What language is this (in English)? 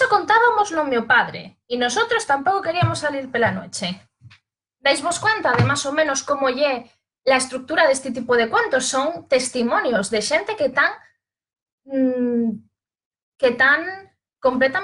Asturian